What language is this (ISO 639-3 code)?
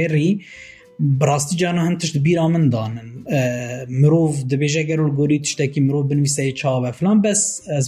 kur